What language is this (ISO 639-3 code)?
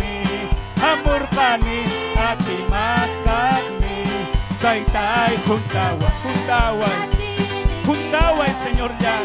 quy